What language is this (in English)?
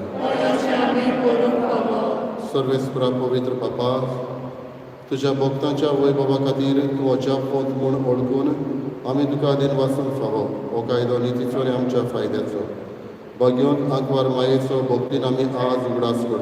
Konkani